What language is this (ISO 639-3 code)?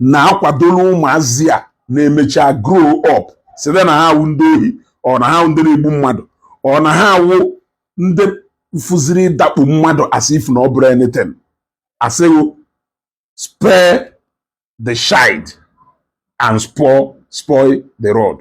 ibo